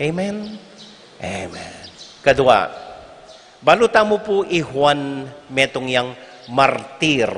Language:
Pampanga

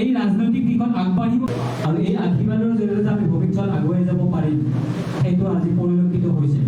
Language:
Assamese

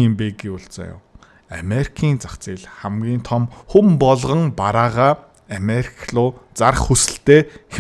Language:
Mongolian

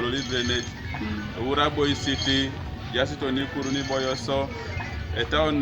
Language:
Teso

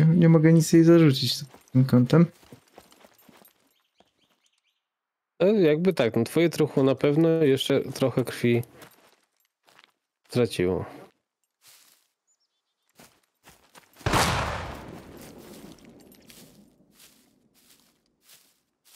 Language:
Polish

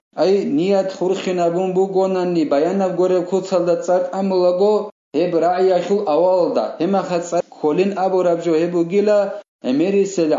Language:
Avaric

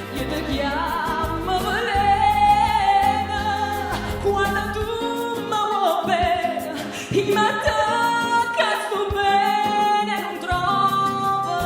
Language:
Neapolitan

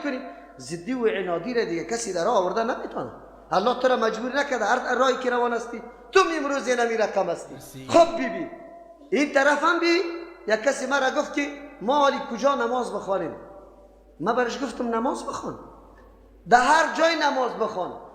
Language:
Persian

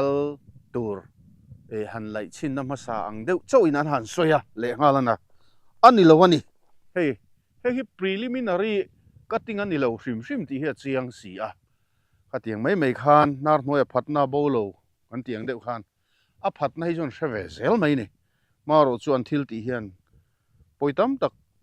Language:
Mizo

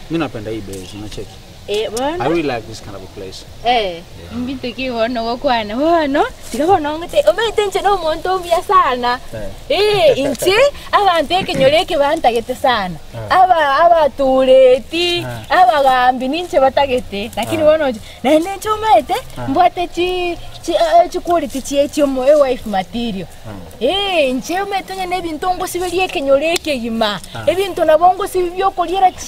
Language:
Gusii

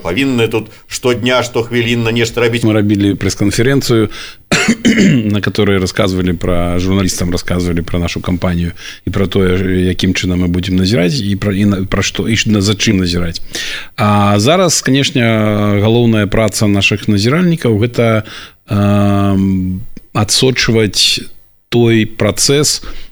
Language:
Belarusian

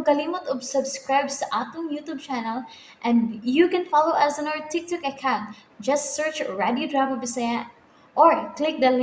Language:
Cebuano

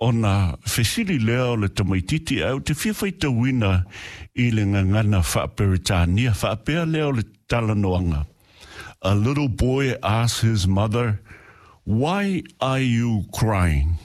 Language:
Samoan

